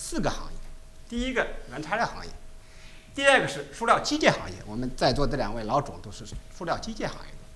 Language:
Chinese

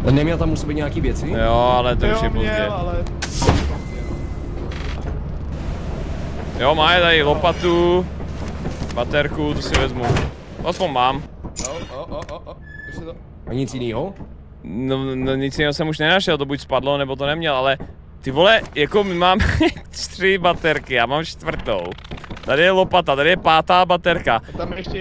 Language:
Czech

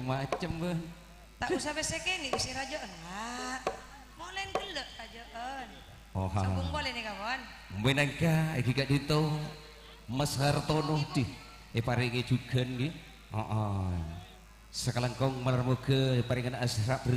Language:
Madurese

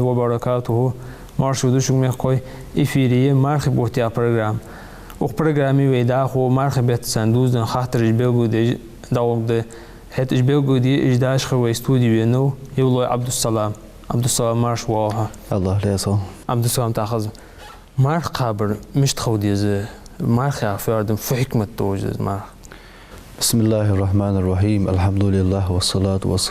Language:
Ingush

